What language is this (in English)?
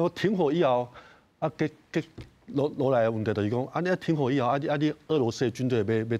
Min Nan Chinese